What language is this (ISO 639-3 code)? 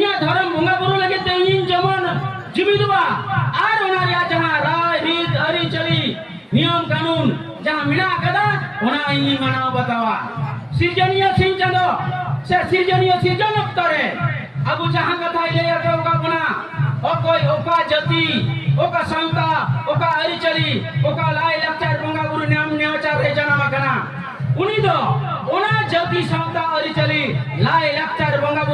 sat